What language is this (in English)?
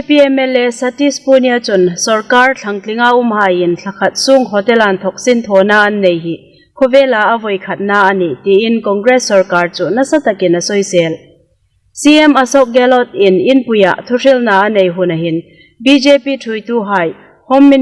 Hmar